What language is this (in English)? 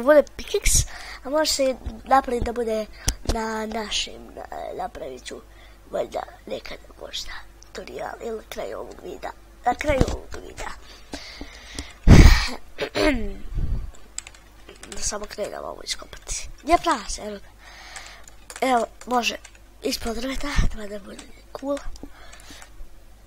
Croatian